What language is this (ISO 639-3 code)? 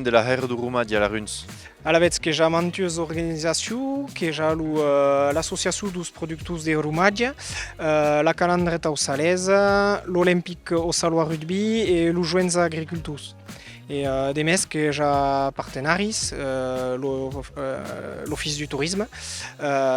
oci